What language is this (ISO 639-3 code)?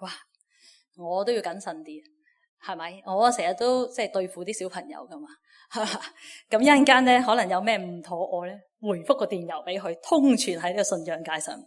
yue